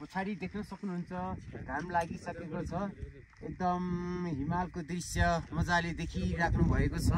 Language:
Nepali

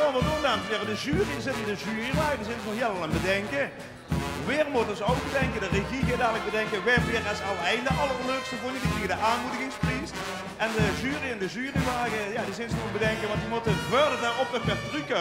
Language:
Limburgish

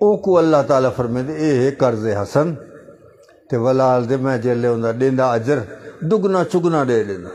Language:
Saraiki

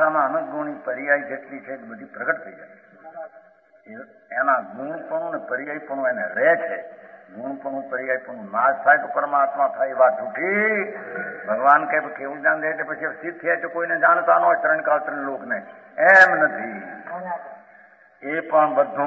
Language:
Gujarati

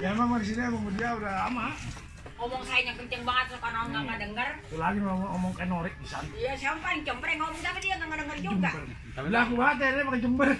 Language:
Betawi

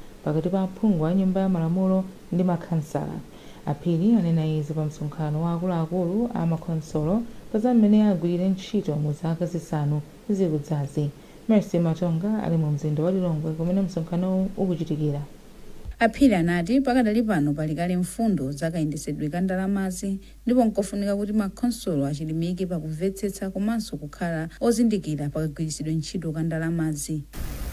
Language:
Nyanja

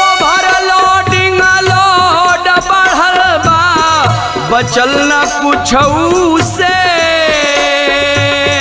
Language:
Bhojpuri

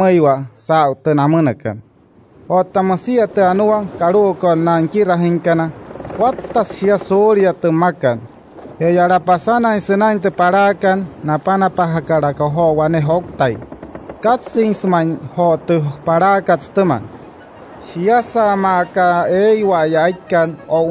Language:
Wayuu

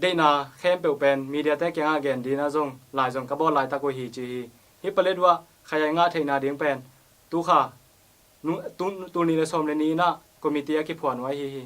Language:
Tedim Chin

